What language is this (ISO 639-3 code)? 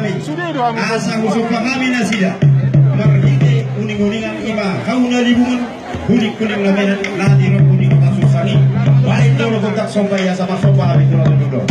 bbc